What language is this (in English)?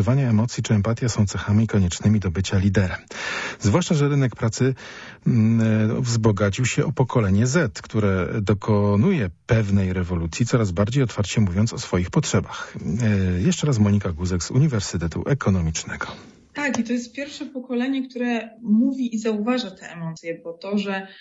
Polish